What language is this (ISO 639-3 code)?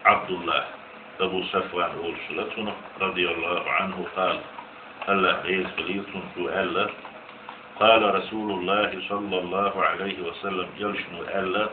che